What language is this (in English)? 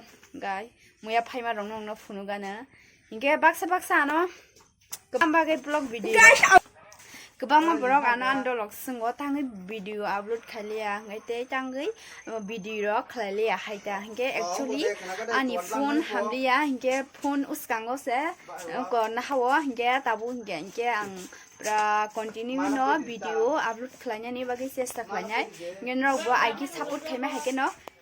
Kok Borok